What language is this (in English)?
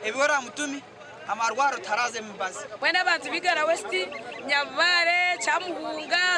Nyankole